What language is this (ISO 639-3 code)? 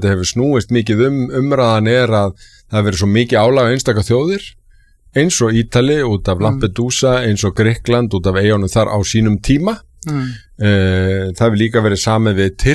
isl